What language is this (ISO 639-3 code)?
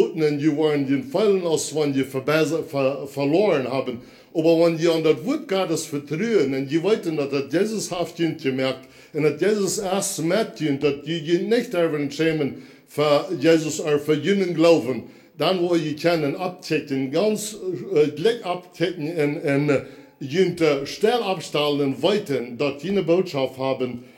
pdt